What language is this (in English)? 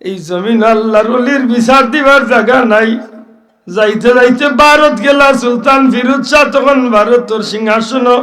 Sylheti